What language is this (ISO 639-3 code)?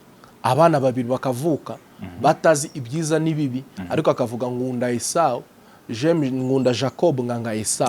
kin